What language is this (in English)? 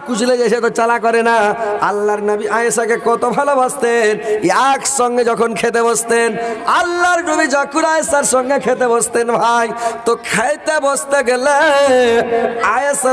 Bangla